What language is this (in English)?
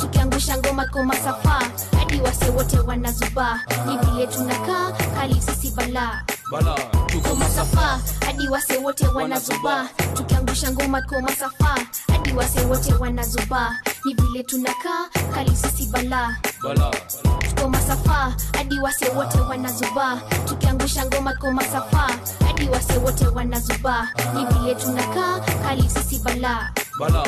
Swahili